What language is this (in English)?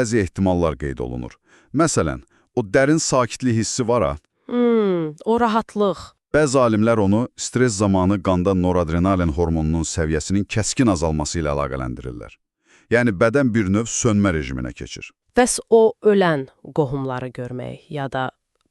Azerbaijani